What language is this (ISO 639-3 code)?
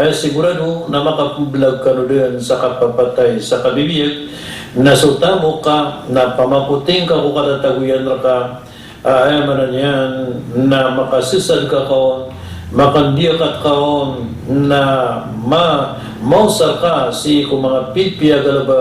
mrw